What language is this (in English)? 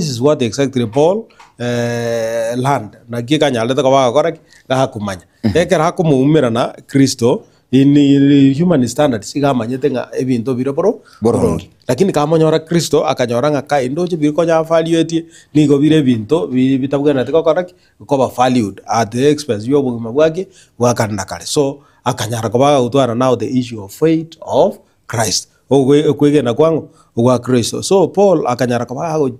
Gusii